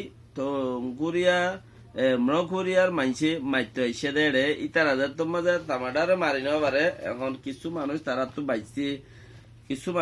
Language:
Rohingya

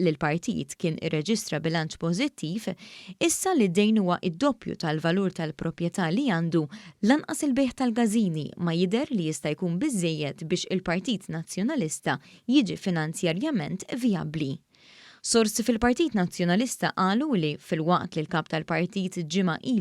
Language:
Maltese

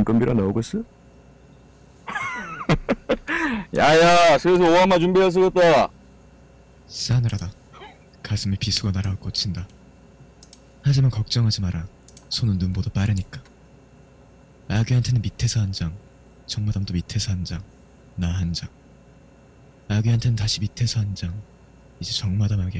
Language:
Korean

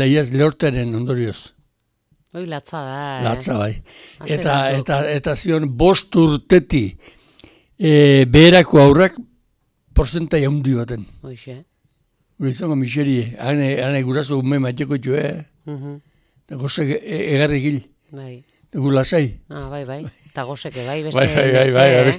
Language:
Basque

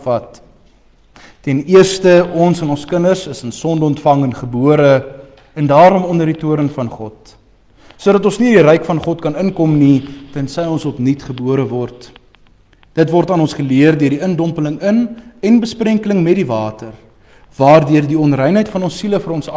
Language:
Afrikaans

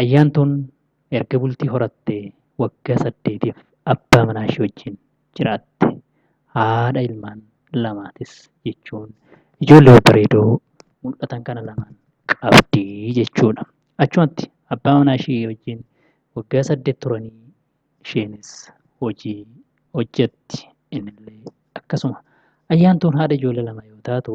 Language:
Oromo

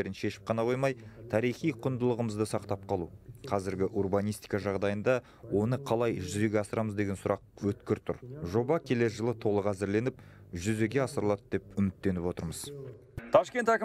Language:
Kazakh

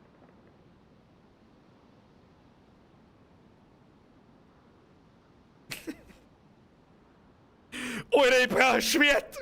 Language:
Bavarian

